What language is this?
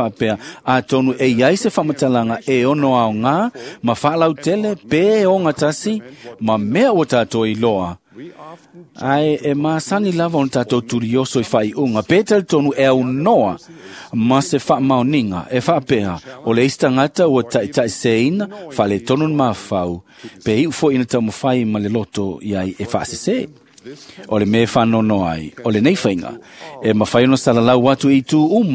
Samoan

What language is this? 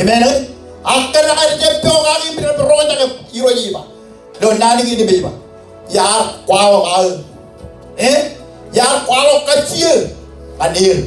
Marshallese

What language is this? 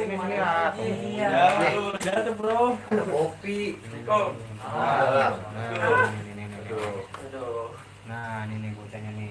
Betawi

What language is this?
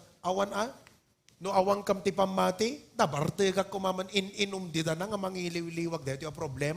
Iloko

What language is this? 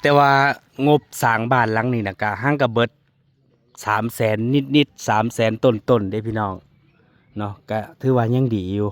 Northeastern Thai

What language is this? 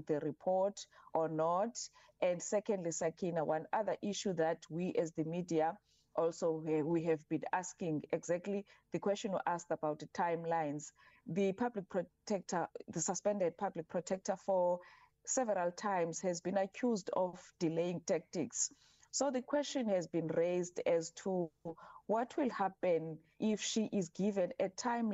English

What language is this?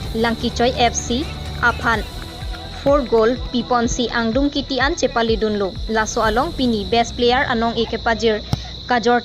Karbi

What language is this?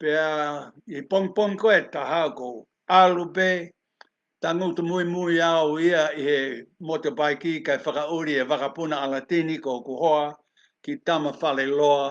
Tongan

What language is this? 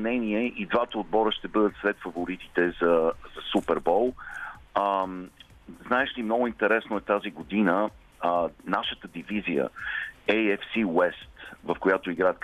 Bulgarian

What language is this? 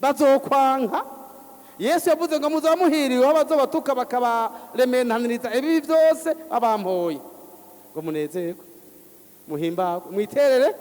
Rundi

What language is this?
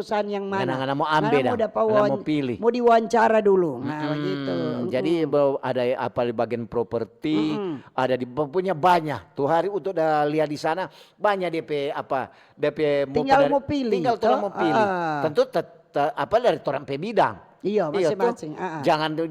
Manado Malay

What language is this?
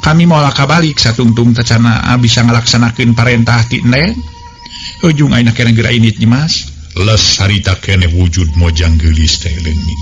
Sundanese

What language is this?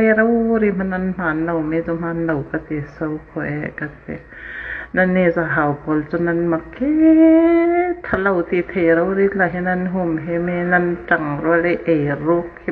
Hakha Chin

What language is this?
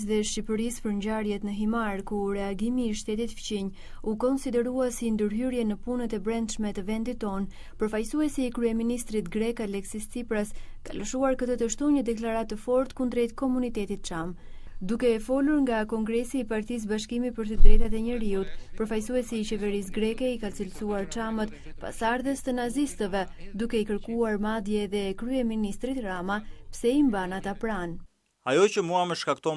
Albanian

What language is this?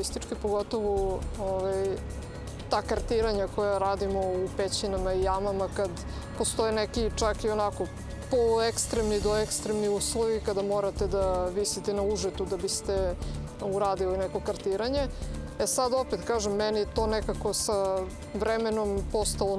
Serbian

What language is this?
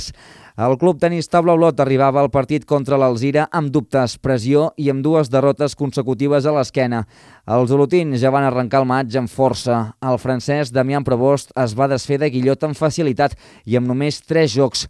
Catalan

